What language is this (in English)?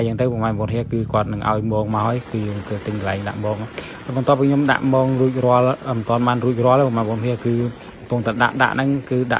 Khmer